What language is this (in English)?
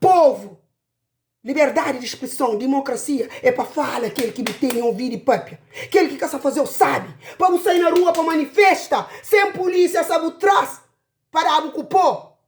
Kabuverdianu